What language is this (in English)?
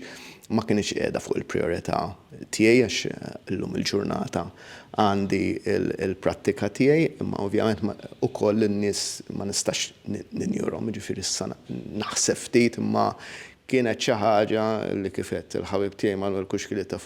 Maltese